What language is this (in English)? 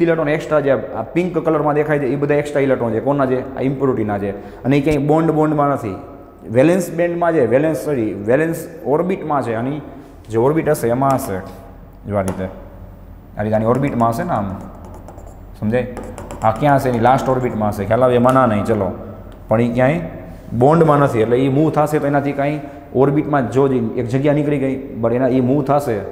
Gujarati